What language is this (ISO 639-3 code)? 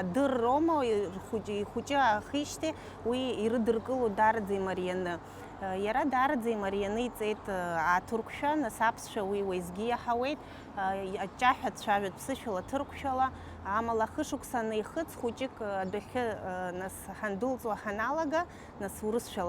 abk